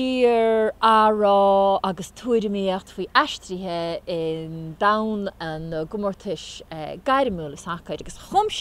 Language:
Irish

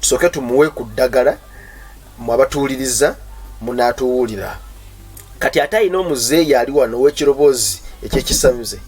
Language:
Ganda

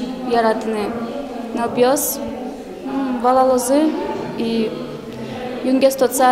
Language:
Udmurt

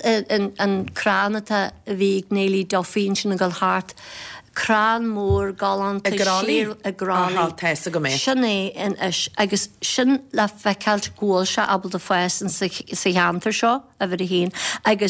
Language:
Irish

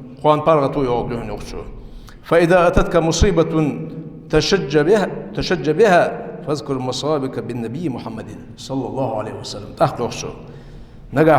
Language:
Ingush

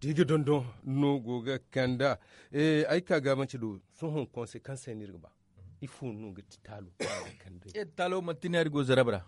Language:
Zarma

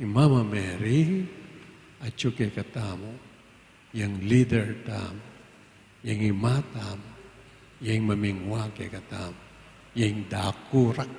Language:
Pampanga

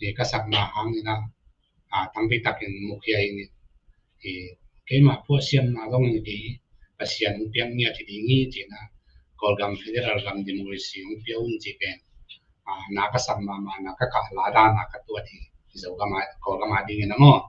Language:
Tedim Chin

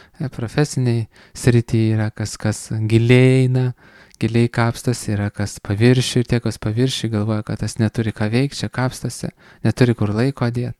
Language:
Lithuanian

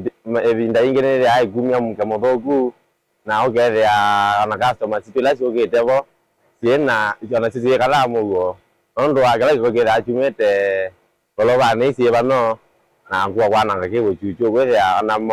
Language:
Kamba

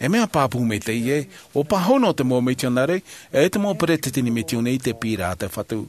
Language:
Tahitian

